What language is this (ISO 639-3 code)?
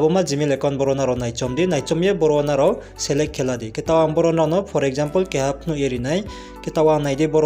ria